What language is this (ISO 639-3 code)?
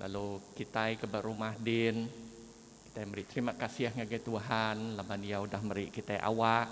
iba